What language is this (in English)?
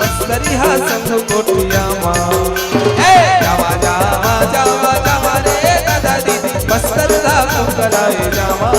Chhattisgarhi